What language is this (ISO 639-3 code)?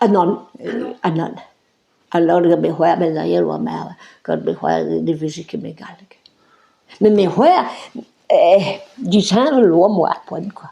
bre